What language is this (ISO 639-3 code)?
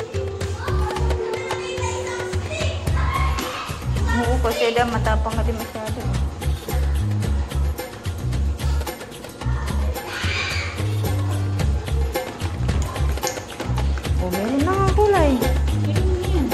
fil